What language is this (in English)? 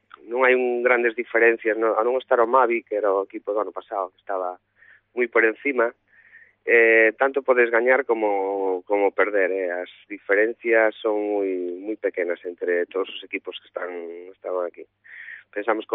Galician